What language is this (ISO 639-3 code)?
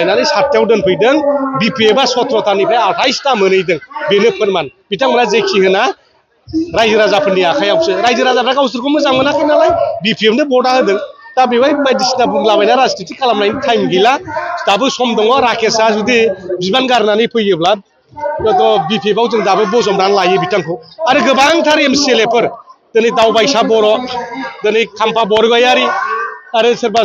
brx